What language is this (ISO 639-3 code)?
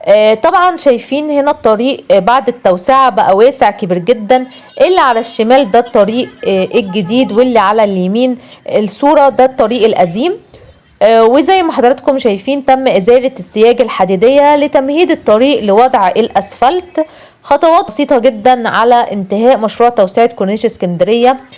arz